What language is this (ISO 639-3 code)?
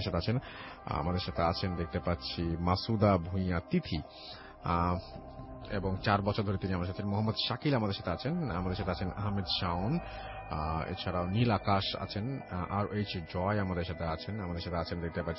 ben